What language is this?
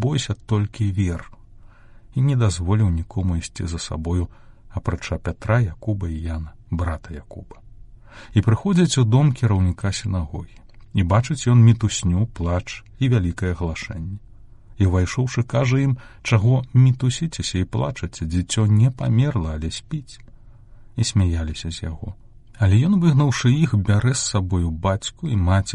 Belarusian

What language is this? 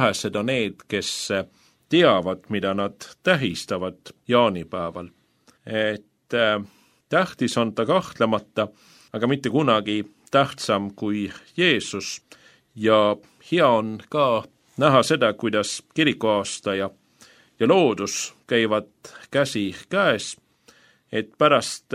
Estonian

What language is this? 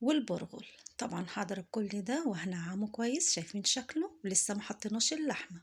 Egyptian Arabic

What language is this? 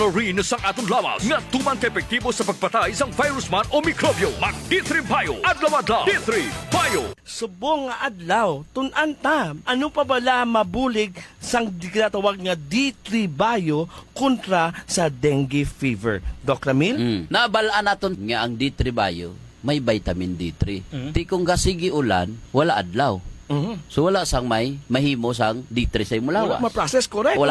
Hiligaynon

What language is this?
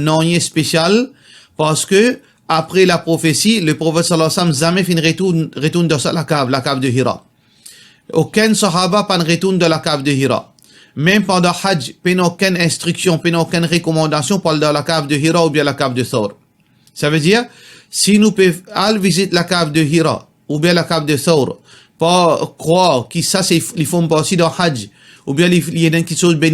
Morisyen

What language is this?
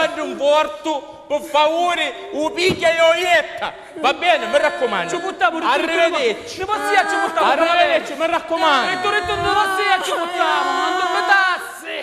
Sicilian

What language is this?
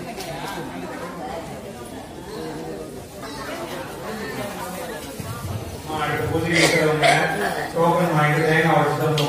Tamil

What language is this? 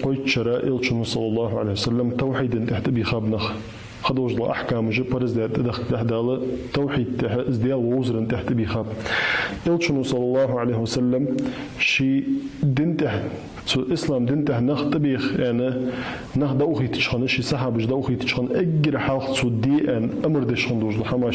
Ingush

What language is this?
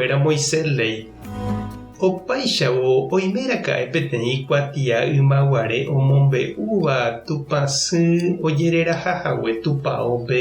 Guarani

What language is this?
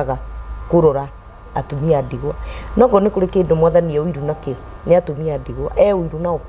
Kikuyu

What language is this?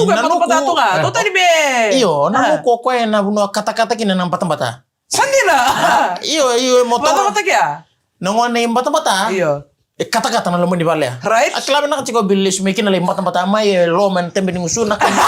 Fijian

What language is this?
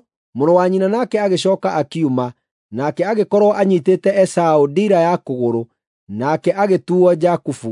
Kikuyu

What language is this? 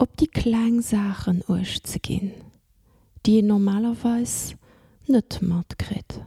Luxembourgish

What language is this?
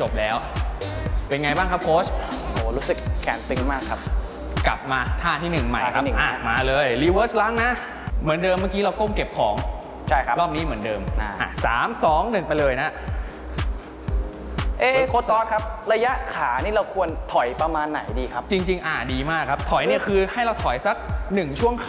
Thai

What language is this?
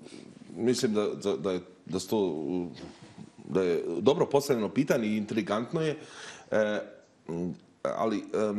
Bosnian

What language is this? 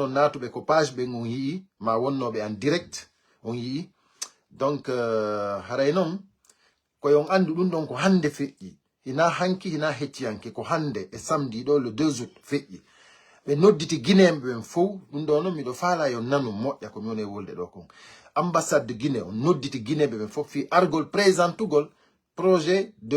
Fula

